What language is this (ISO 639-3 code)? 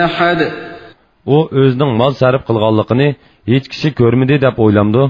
uig